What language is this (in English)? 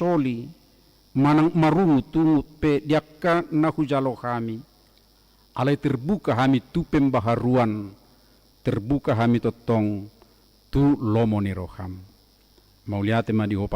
Batak Toba